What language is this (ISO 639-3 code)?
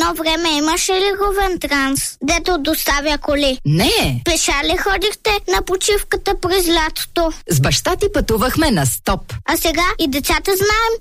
bul